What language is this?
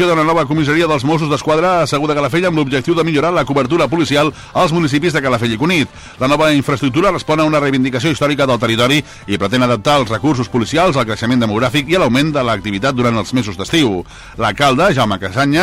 Catalan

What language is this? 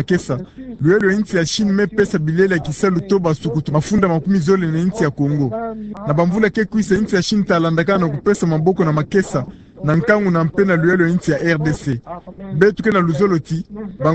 Kituba (Democratic Republic of Congo)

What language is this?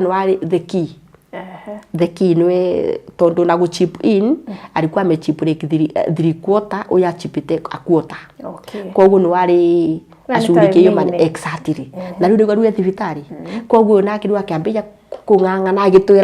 Kikuyu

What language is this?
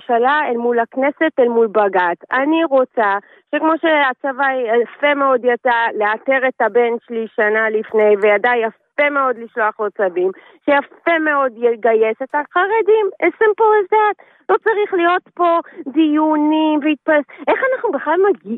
Hebrew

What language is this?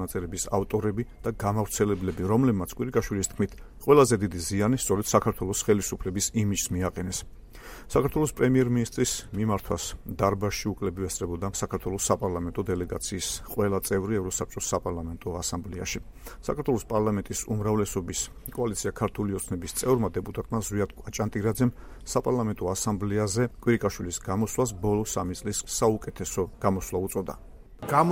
Georgian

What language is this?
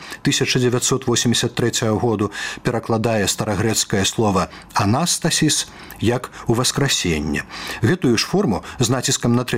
Belarusian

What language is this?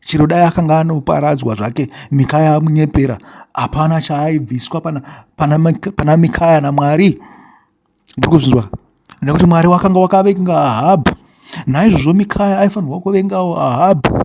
Shona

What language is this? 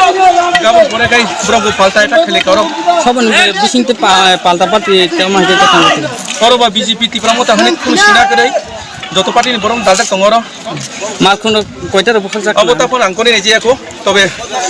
Kok Borok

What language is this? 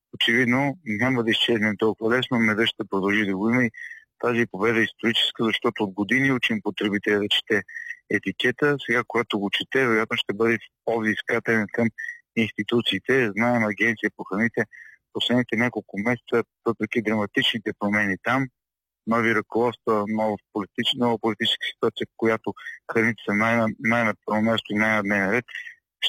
Bulgarian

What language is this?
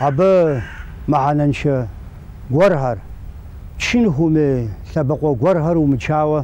Kabardian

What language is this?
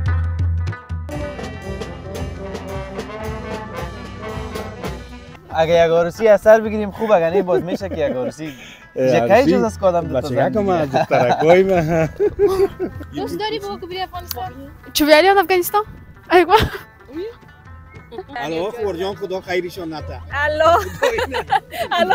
Persian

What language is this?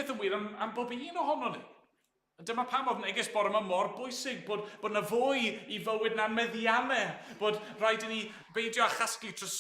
Welsh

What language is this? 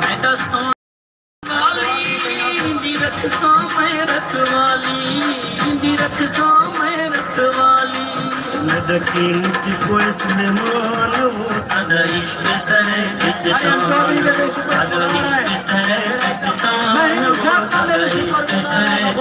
Saraiki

